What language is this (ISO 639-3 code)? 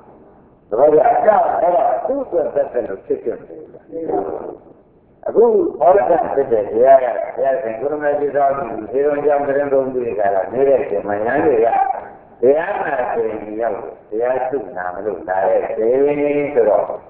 mya